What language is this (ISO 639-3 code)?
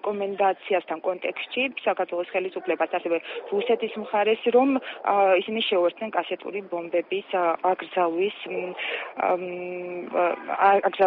kat